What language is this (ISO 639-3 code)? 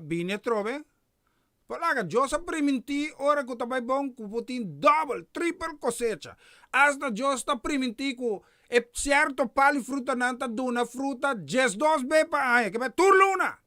pap